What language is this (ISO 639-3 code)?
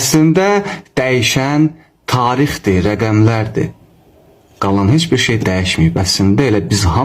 aze